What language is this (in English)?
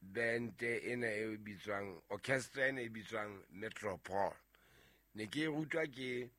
Southern Sotho